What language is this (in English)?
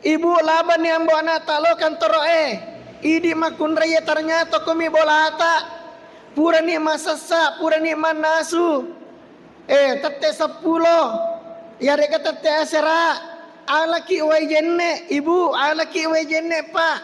Buginese